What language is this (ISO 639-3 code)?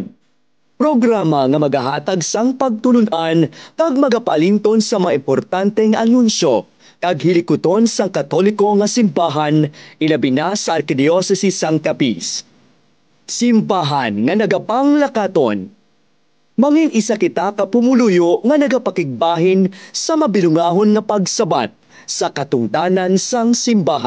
hil